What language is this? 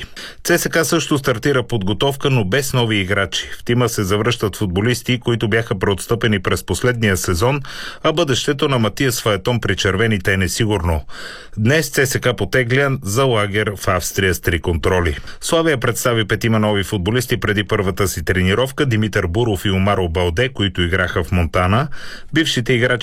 Bulgarian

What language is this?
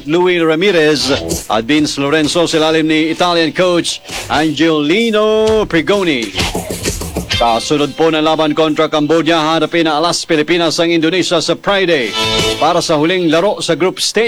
Filipino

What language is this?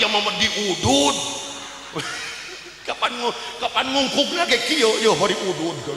Sundanese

